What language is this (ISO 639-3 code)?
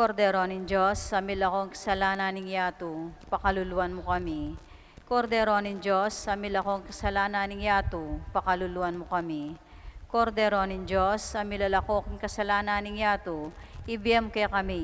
pam